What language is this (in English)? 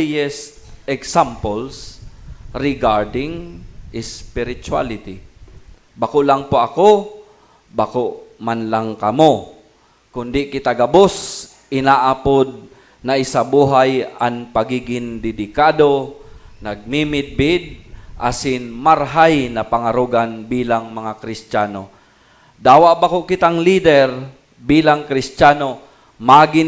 Bikol